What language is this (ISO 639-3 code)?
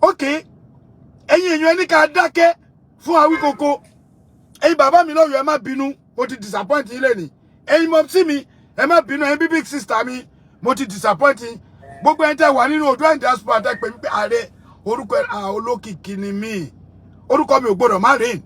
yor